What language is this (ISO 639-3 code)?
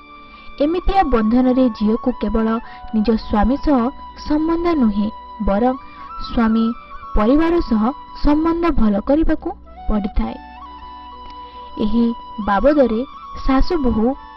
ori